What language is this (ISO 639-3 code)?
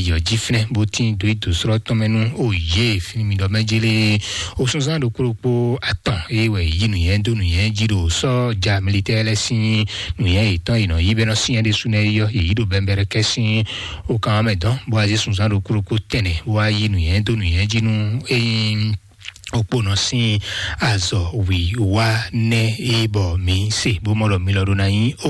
fon